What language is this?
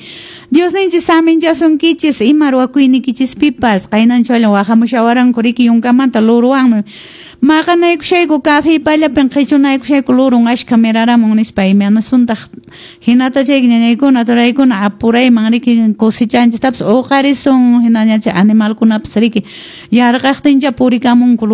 Quechua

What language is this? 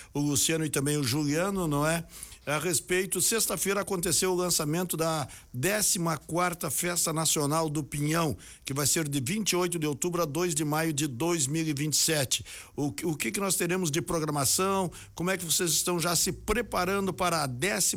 Portuguese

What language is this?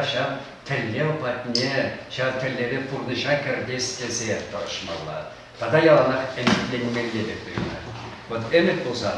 Chuvash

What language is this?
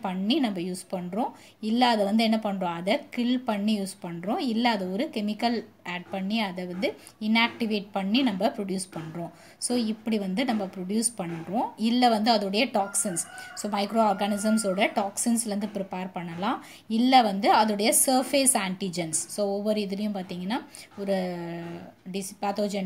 Tamil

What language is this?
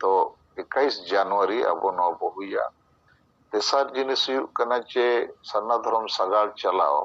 Santali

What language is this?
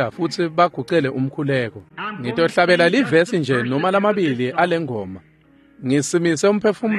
Swati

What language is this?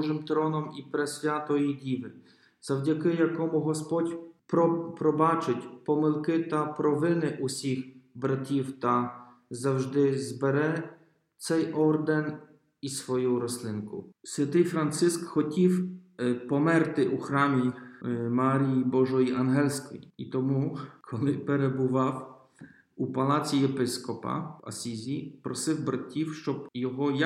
Ukrainian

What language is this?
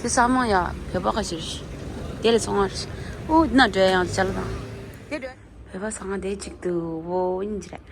Tibetan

